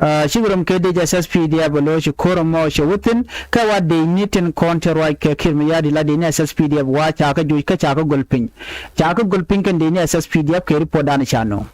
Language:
Nuer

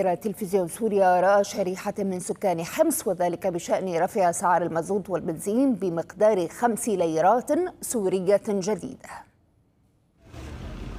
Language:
Arabic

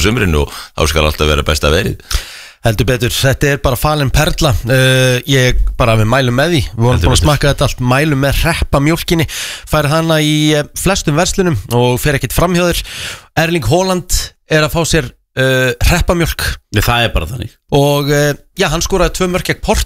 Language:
Icelandic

